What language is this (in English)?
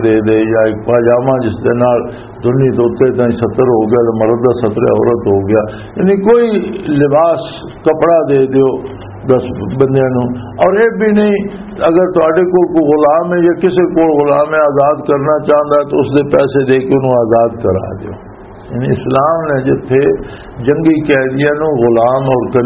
Western Panjabi